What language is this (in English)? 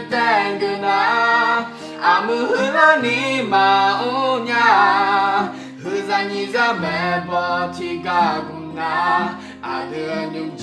Akha